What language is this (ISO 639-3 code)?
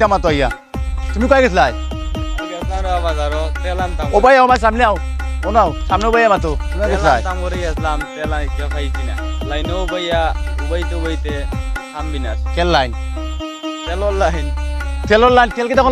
syl